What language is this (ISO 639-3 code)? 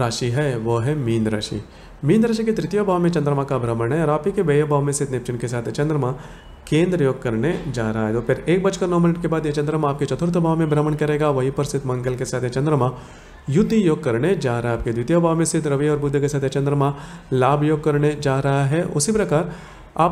hin